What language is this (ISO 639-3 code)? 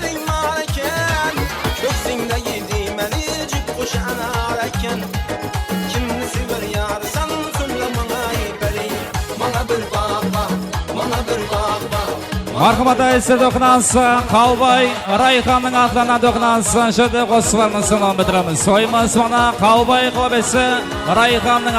kaa